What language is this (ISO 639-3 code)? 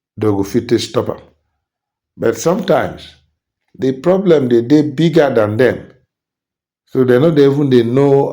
pcm